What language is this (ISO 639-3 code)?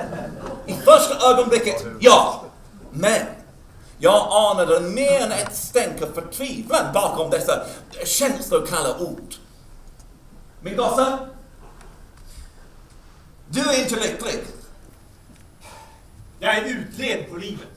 swe